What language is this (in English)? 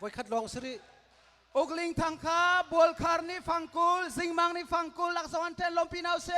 Hakha Chin